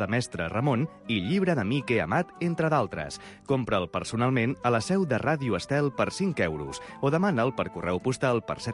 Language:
Catalan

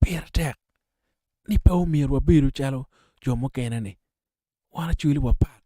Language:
Acoli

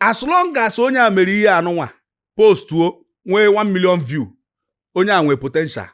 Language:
Igbo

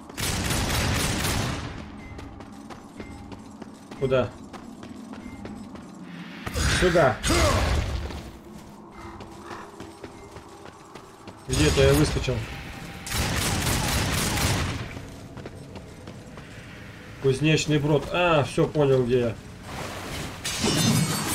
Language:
Russian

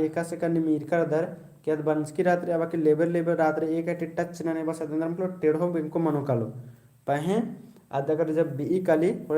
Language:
Kurukh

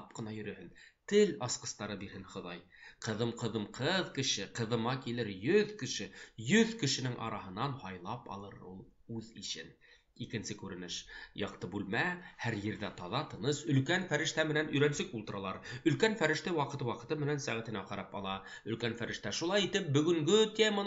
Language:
Bashkir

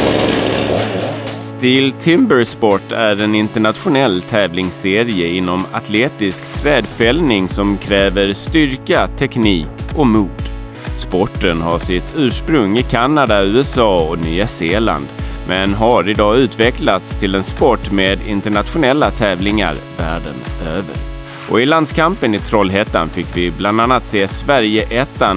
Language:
Swedish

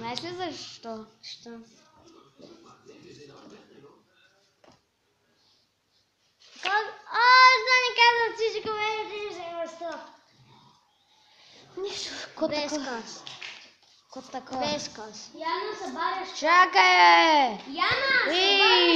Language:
Bulgarian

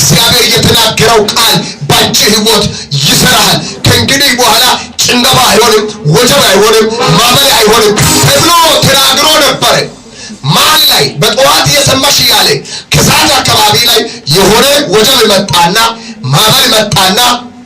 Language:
Amharic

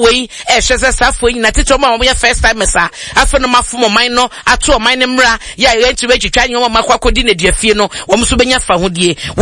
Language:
Akan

